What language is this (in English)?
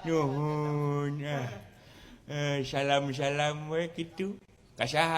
Sundanese